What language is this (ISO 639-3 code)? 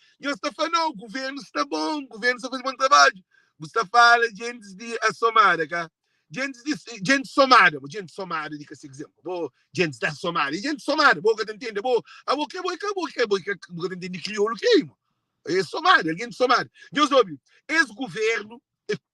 kea